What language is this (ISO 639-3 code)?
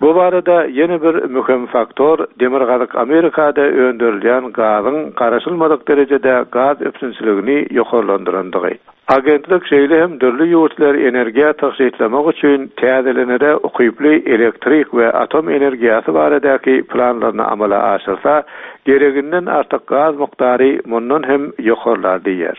tuk